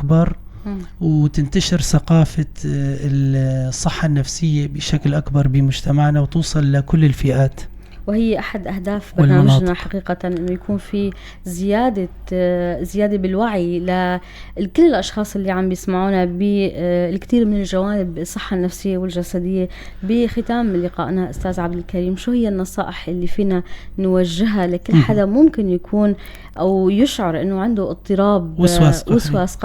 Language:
North Levantine Arabic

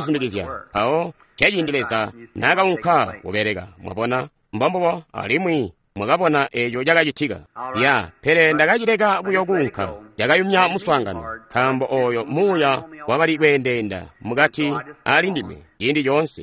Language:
Tonga (Zambia)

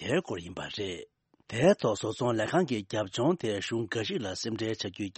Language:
Tibetan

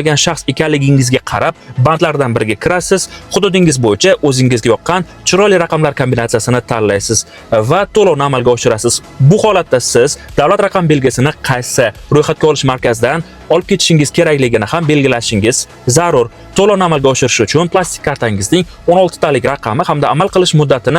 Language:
Uzbek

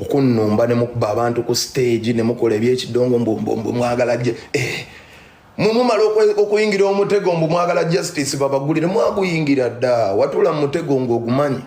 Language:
Ganda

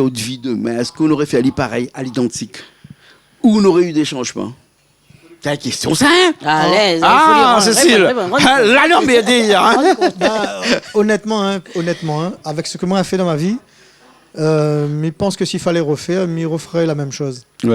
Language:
Réunion Creole French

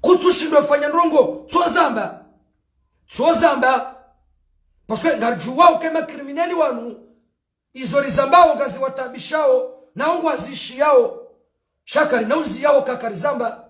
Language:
Ngazidja Comorian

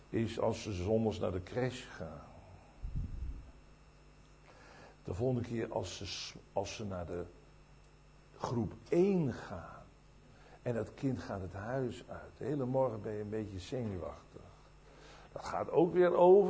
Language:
Dutch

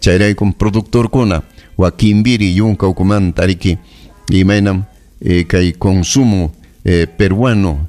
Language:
Ayacucho Quechua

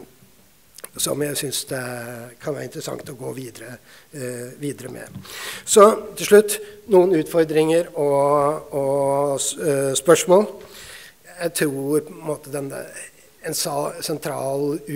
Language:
Norwegian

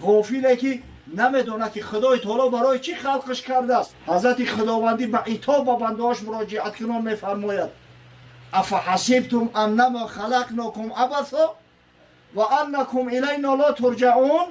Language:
Tajik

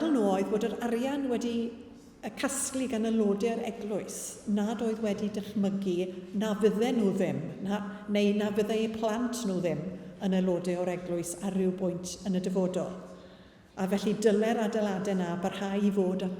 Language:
Welsh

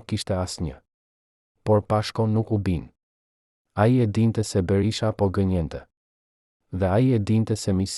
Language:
Albanian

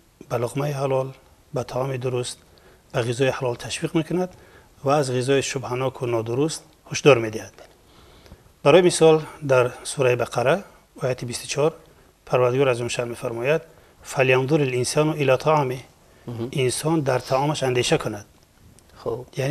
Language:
Persian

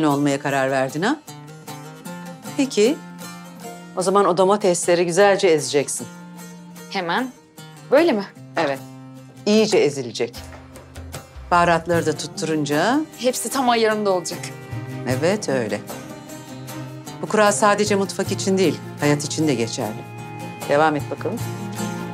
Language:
Turkish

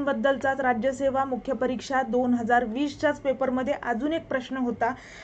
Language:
Marathi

